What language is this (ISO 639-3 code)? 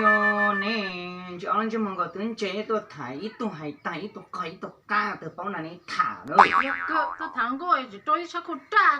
hmn